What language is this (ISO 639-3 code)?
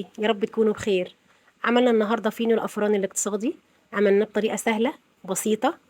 arz